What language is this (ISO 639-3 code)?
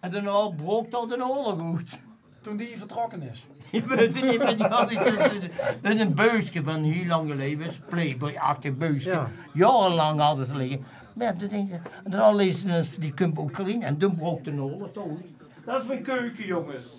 lim